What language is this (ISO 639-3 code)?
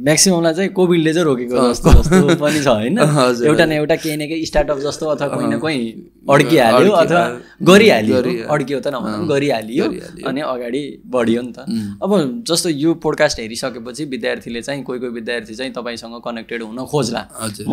nep